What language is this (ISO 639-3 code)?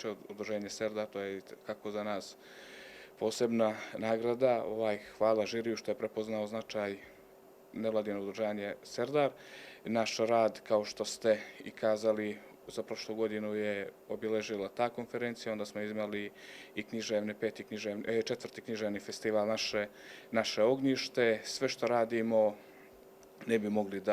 bos